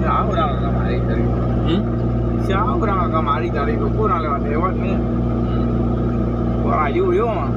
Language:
Minangkabau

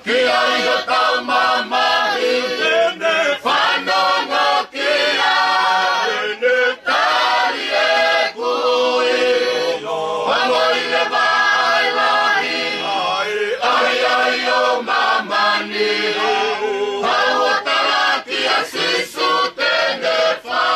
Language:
Tongan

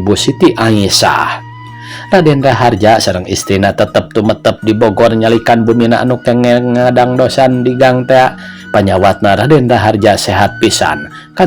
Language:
Sundanese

